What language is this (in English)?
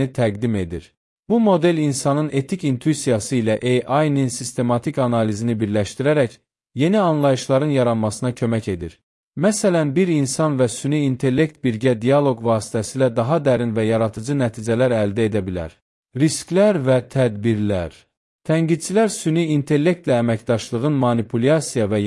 Azerbaijani